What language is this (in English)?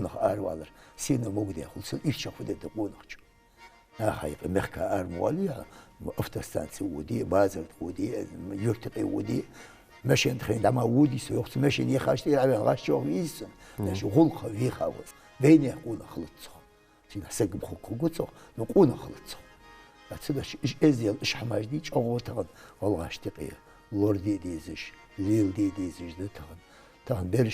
Ingush